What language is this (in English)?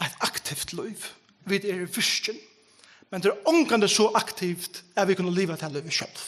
Faroese